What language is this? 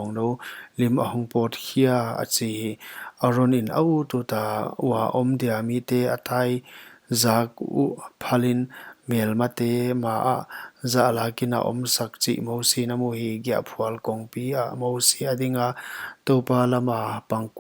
Paite Chin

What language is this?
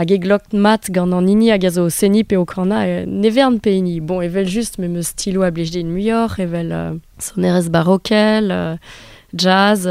Breton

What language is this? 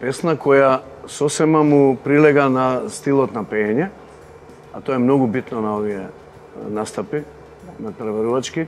Macedonian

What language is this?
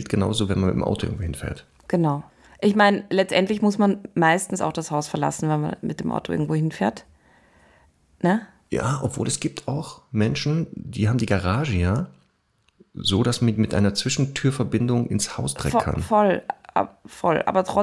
German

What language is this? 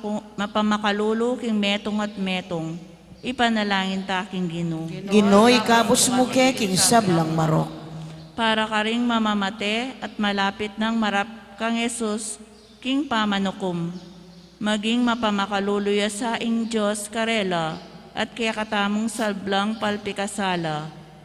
Pampanga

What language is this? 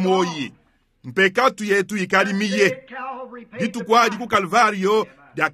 Luba-Lulua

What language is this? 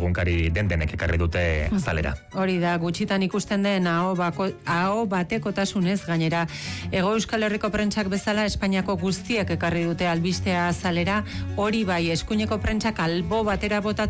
Basque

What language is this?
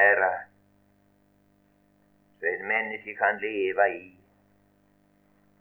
Norwegian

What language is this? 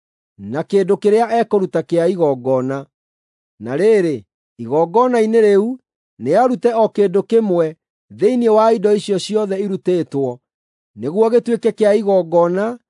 Kikuyu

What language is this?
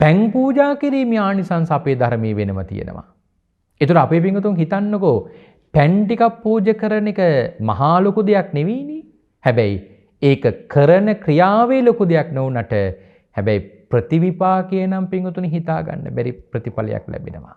Sinhala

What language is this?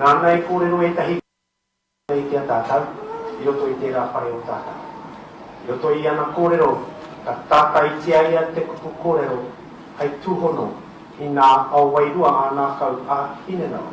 Māori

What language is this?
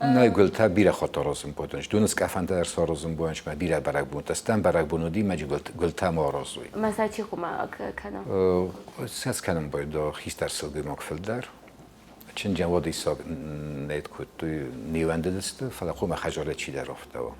Ossetic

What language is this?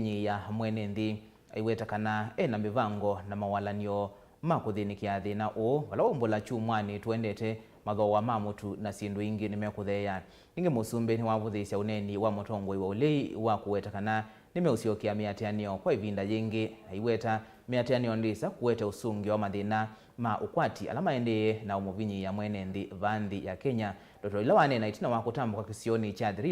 Kamba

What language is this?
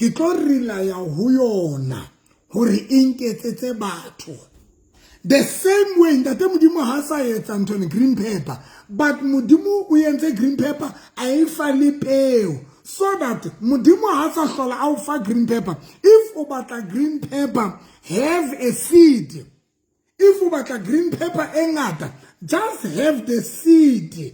Southern Sotho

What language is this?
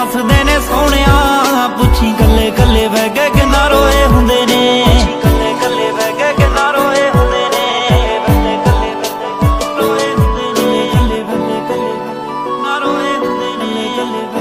Punjabi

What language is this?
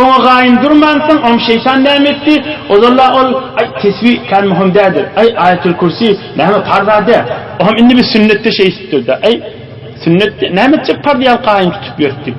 Turkmen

